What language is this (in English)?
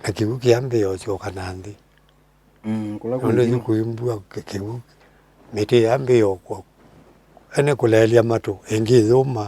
Kamba